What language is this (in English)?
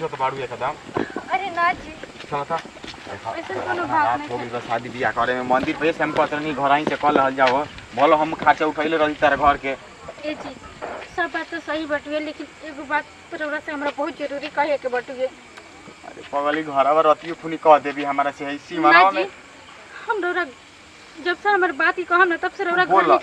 Bhojpuri